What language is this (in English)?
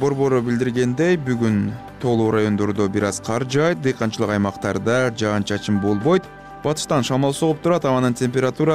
Kyrgyz